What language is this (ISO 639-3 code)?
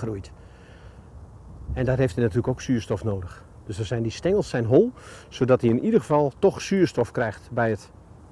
nld